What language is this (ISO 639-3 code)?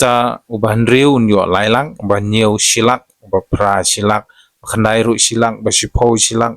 kha